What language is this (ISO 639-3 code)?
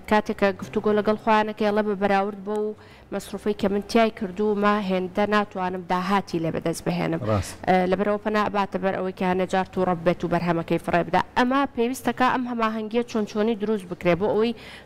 ckb